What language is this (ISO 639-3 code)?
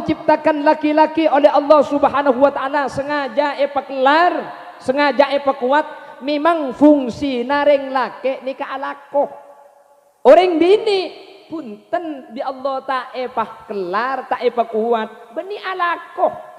mad